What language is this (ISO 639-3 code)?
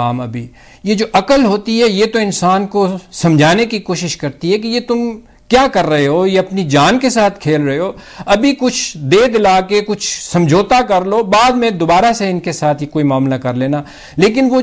urd